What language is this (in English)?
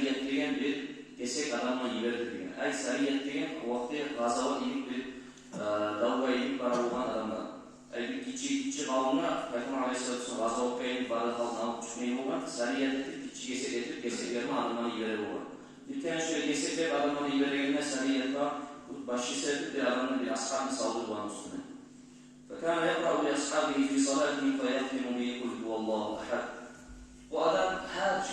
Kumyk